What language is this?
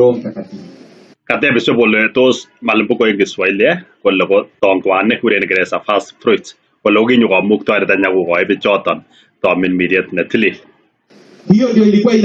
Kalenjin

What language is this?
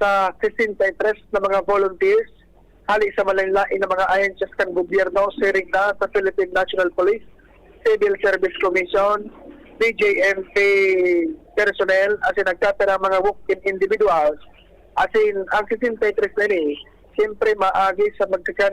Bikol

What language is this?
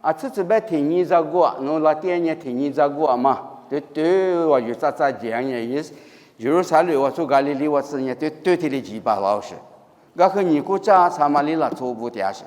Lisu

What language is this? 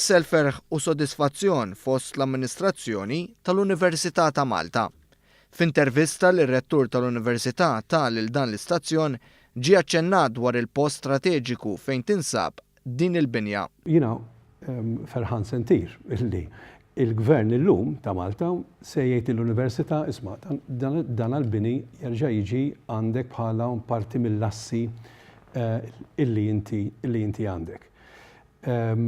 Maltese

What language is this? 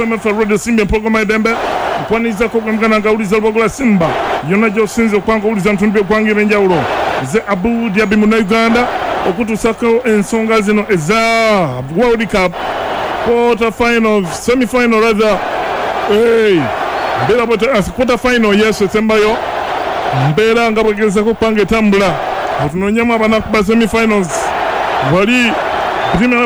Ganda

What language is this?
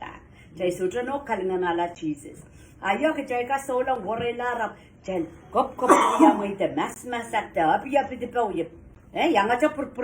Pohnpeian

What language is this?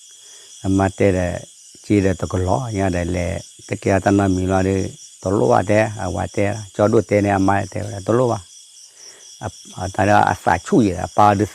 S'gaw Karen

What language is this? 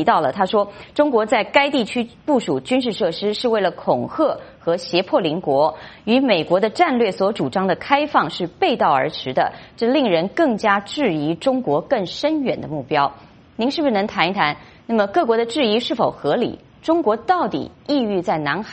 Chinese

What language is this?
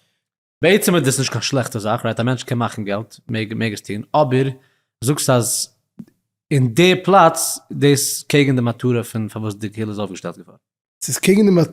Yiddish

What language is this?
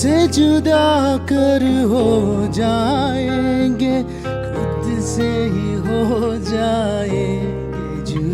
Tangkhul Naga (India)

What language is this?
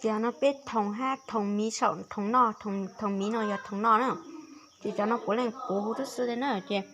Hmong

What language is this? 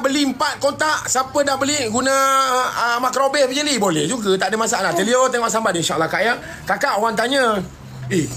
Malay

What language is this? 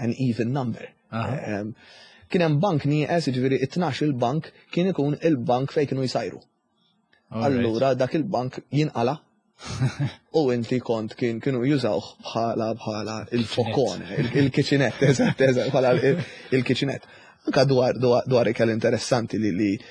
Maltese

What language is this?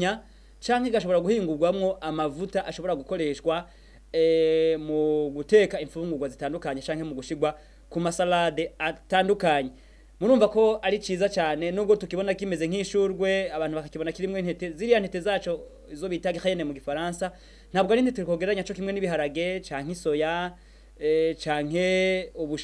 Rundi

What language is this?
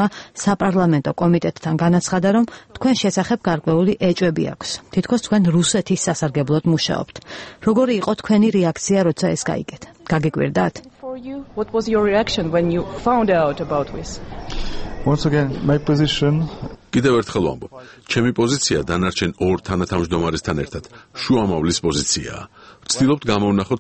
Georgian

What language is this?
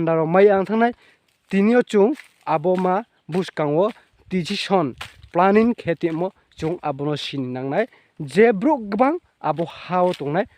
Riang (India)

